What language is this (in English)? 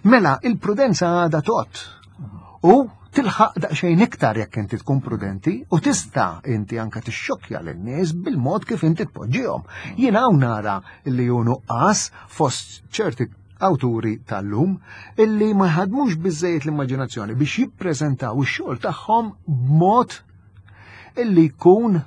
Maltese